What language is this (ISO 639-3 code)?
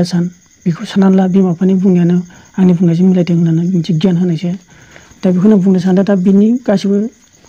brx